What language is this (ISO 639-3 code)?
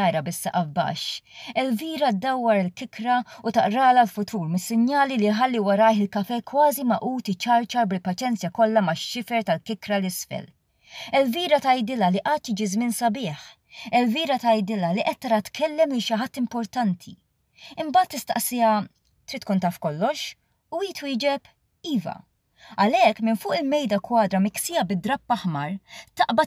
mlt